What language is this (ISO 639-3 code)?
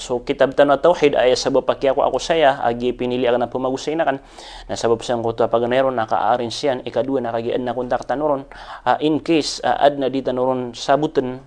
mrw